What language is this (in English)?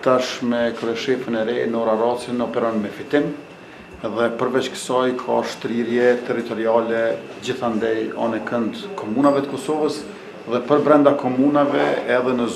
Albanian